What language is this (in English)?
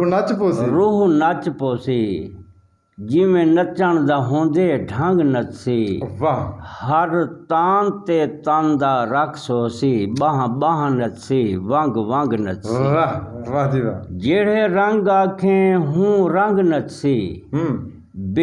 Saraiki